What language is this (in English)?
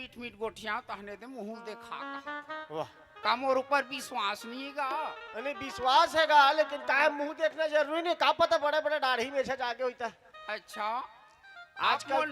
Chhattisgarhi